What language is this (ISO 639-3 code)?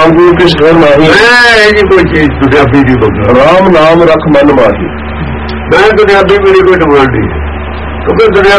pan